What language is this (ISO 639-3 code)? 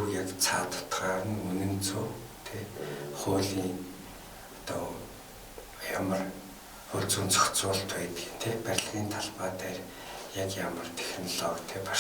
mon